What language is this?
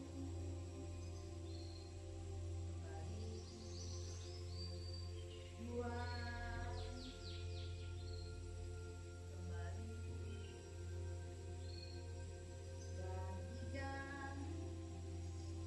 Indonesian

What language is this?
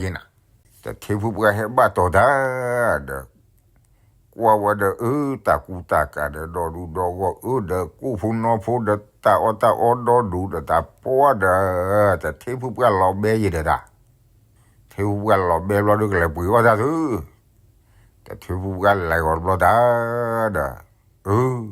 S'gaw Karen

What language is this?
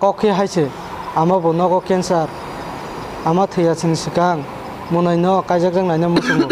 Kok Borok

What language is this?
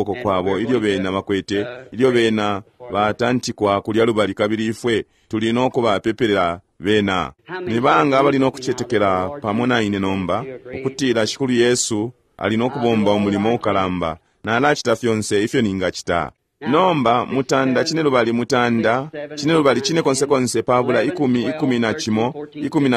Bemba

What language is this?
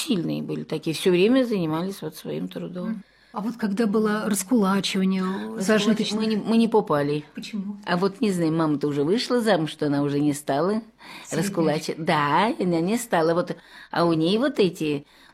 Russian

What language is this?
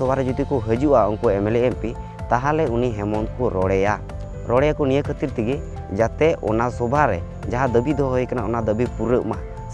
Santali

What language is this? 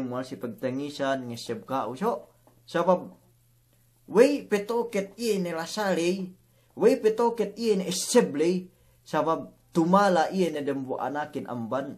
Yakan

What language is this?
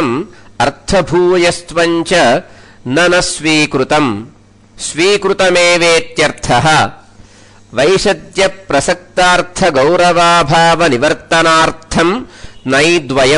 Sanskrit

